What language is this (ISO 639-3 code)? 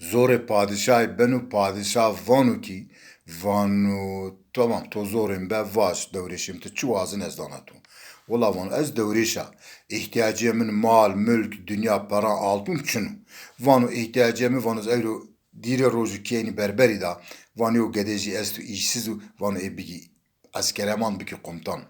zza